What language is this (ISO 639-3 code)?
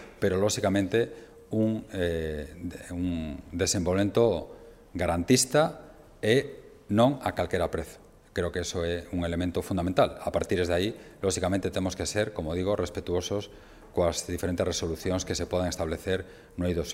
glg